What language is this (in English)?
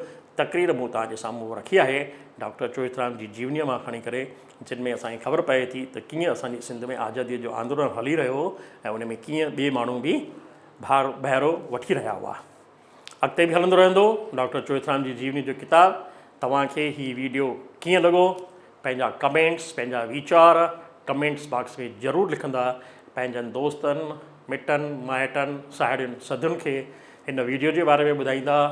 Sindhi